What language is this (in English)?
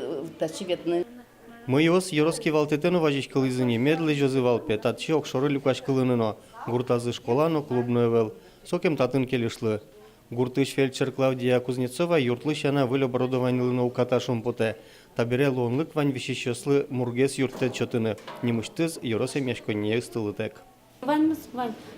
Udmurt